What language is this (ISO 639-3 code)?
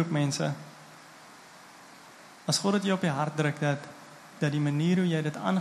afr